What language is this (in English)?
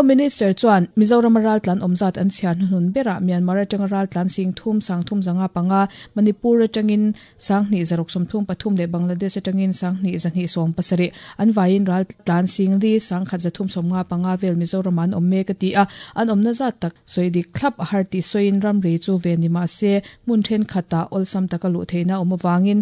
Mizo